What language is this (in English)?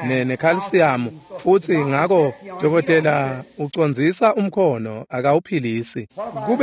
Swati